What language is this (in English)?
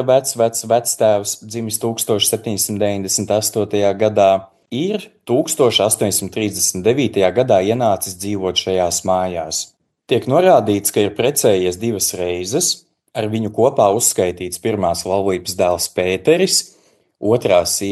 Latvian